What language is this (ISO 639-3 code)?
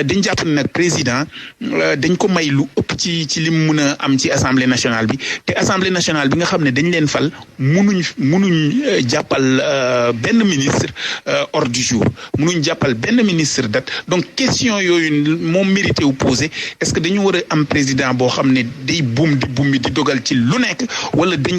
wol